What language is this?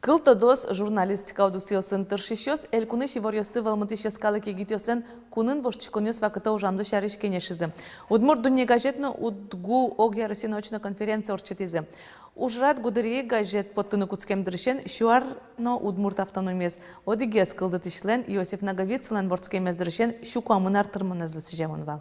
Udmurt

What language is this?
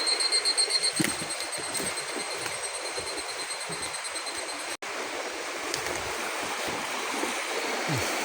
Lao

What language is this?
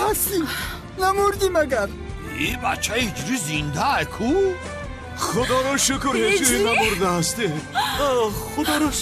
Tajik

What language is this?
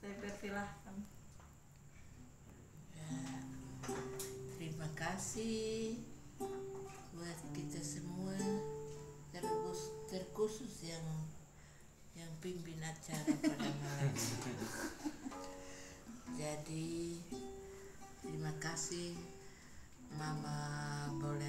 Indonesian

